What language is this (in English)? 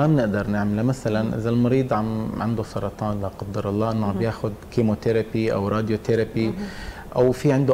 North Levantine Arabic